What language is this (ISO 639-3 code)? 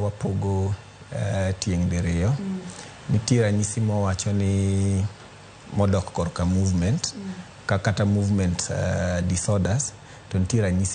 luo